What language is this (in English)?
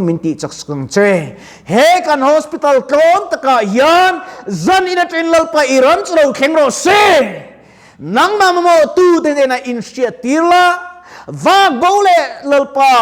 Mizo